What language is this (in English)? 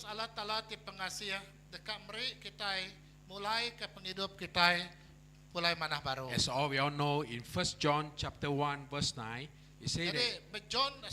Iban